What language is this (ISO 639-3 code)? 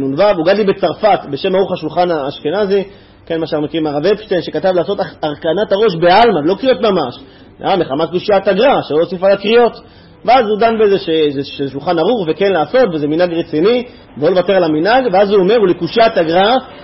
heb